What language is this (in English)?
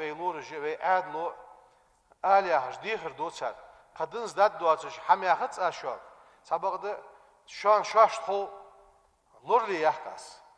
Ingush